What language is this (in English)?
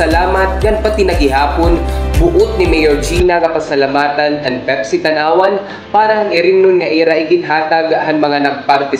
Waray